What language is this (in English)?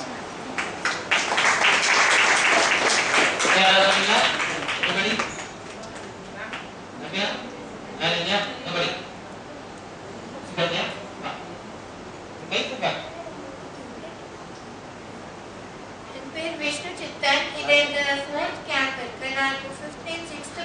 Tamil